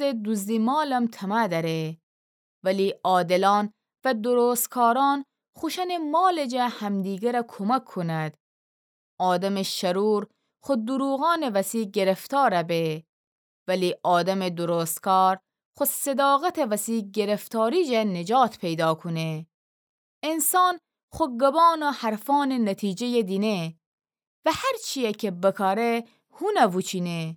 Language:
Gilaki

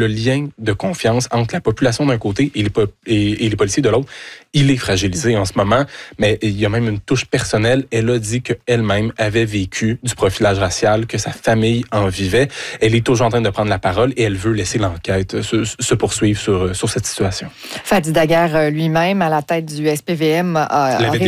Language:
French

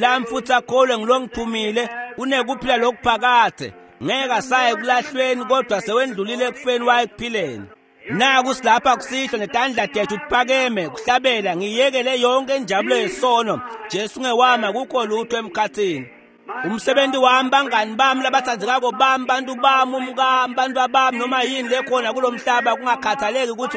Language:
Swati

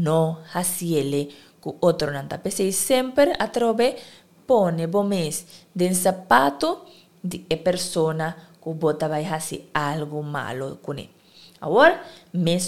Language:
Papiamento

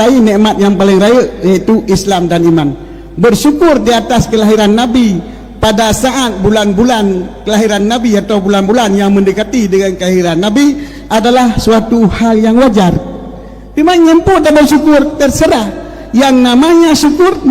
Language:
Achinese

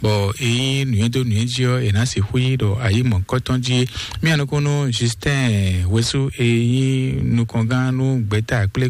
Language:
Fon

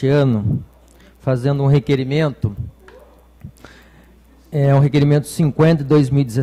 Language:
Portuguese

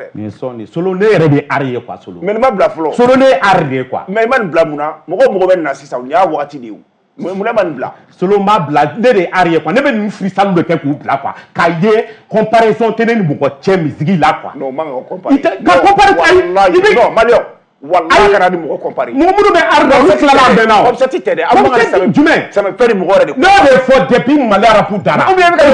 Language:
Bambara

